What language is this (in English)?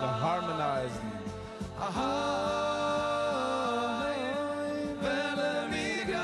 Yiddish